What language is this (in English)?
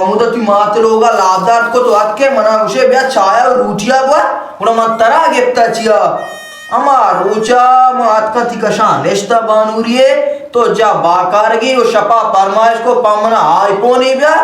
Baluchi